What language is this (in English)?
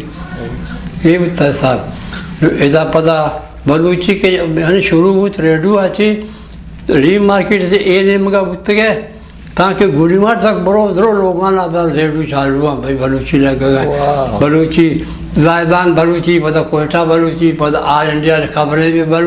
Eastern Balochi